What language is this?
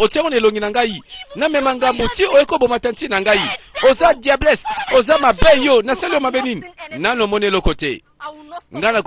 Lingala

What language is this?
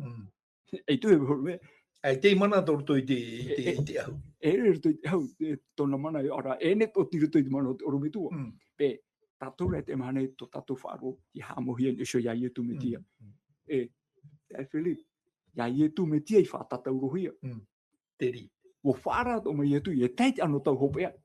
Tahitian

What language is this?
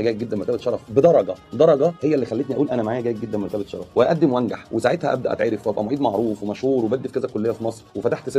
Egyptian Arabic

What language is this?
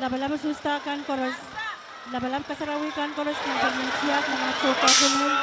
Pohnpeian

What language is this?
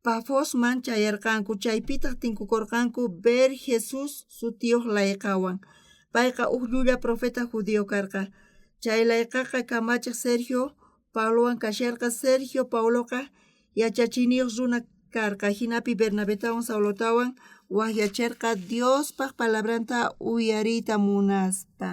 South Bolivian Quechua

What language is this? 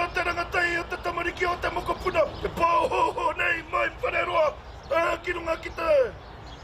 Māori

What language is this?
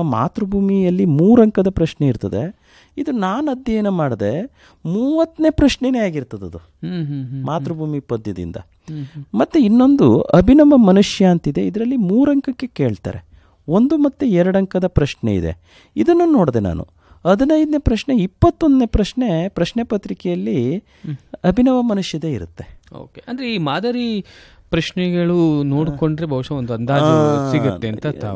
Kannada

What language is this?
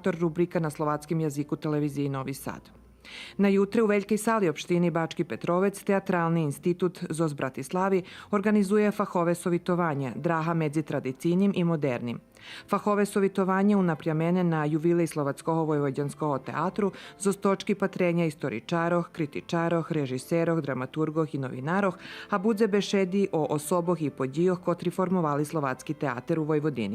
Rusyn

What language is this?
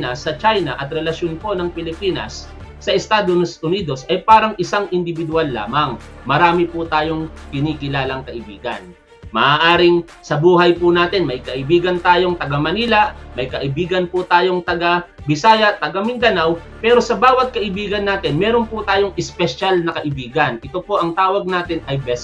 Filipino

